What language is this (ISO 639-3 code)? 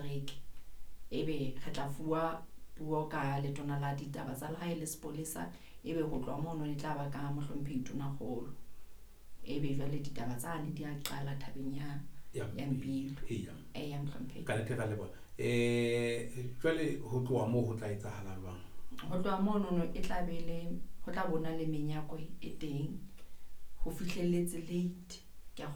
sot